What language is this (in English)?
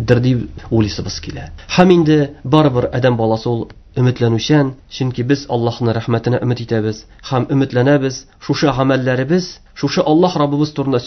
Tatar